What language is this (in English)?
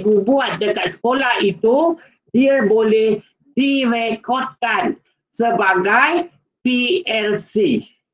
Malay